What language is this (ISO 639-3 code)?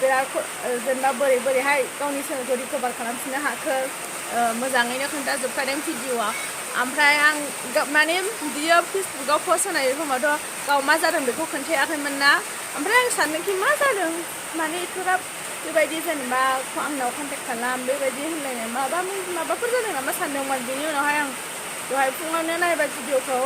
brx